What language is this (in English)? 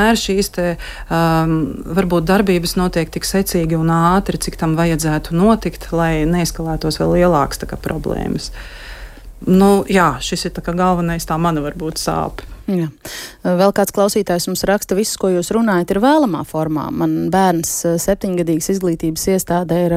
Latvian